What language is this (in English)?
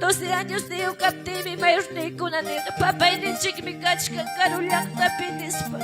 Ayacucho Quechua